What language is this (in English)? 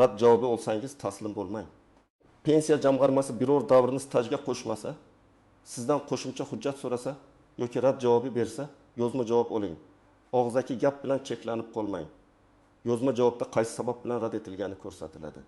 Uzbek